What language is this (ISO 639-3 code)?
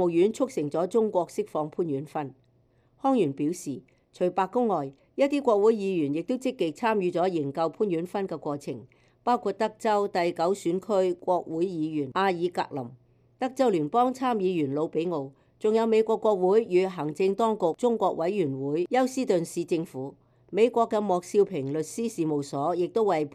yue